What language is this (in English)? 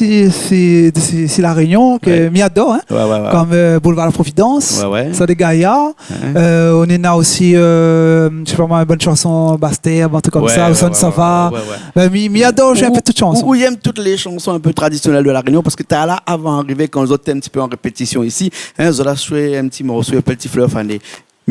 Réunion Creole French